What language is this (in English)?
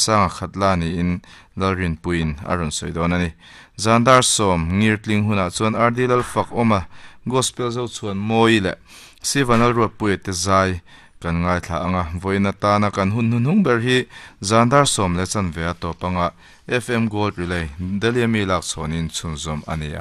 Mizo